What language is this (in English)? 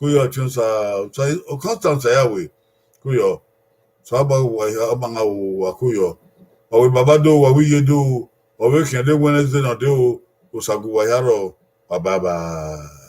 Bini